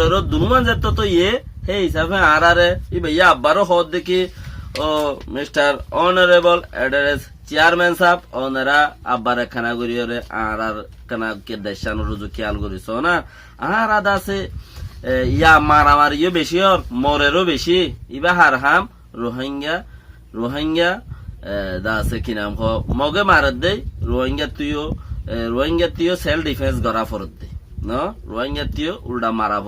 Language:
Rohingya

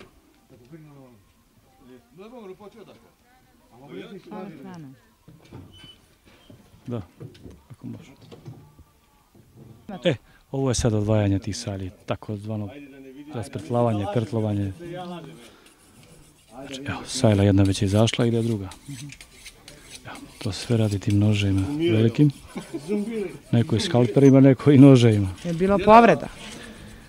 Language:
Serbian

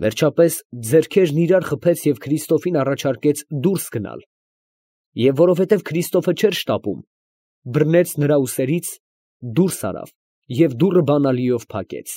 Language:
Armenian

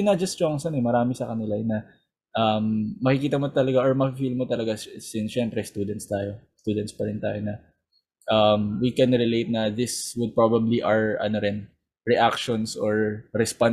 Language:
Filipino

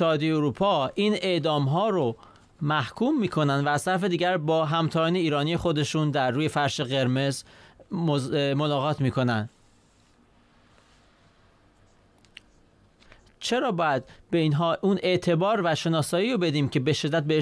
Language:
Persian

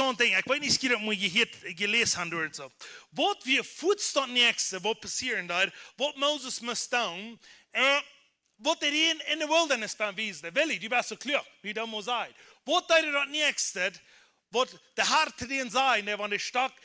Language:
Plautdietsch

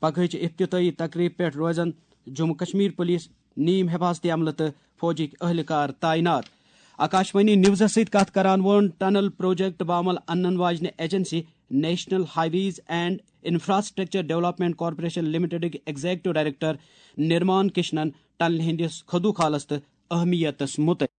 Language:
Kashmiri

